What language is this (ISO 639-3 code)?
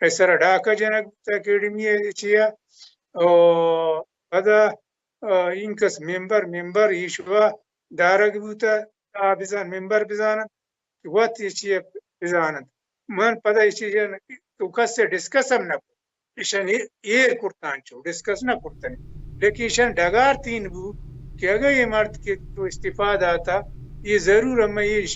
bal